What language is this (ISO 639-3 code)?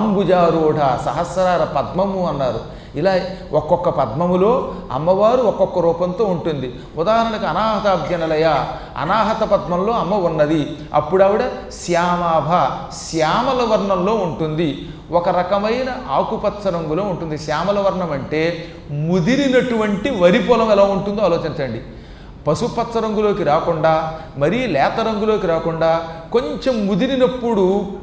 tel